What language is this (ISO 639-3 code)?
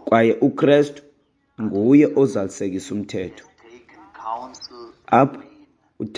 xho